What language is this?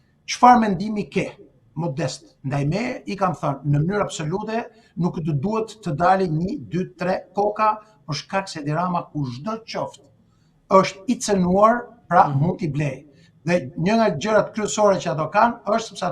Albanian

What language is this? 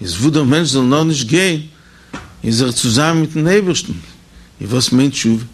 Yiddish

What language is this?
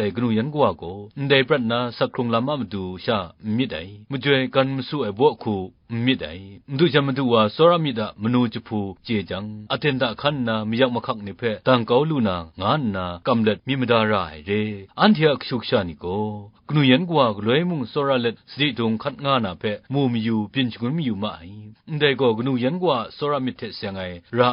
Kachin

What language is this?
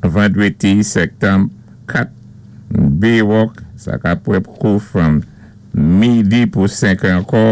Saint Lucian Creole French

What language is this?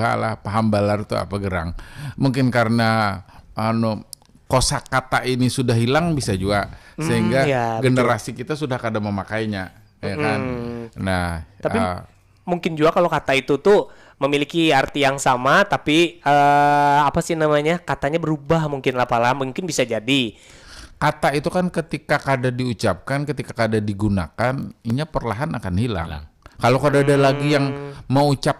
Banjar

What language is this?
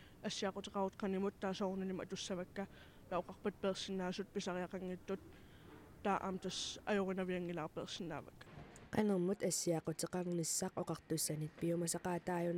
Kalaallisut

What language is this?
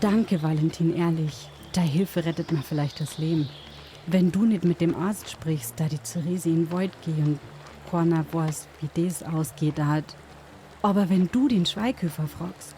Bavarian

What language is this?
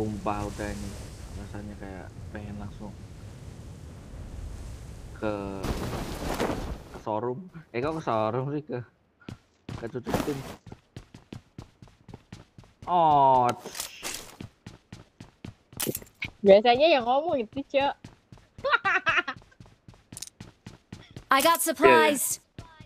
Indonesian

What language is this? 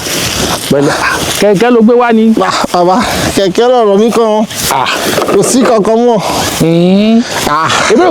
Yoruba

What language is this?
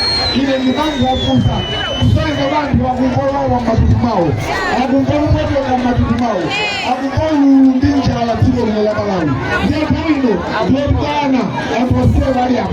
Nyanja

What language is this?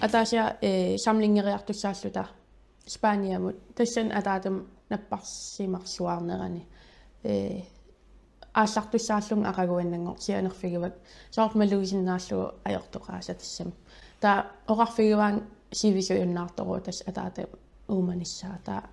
Kalaallisut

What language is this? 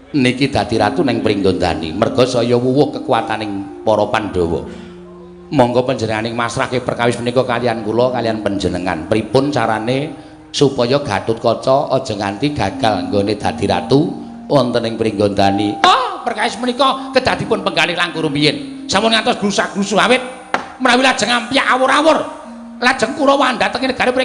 Javanese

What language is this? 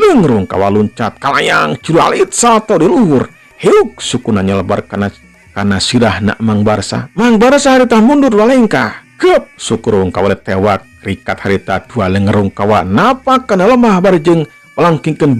Sundanese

